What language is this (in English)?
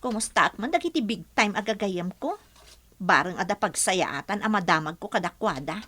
Iloko